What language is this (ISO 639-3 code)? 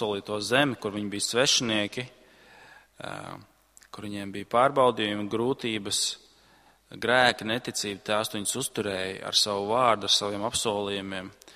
lav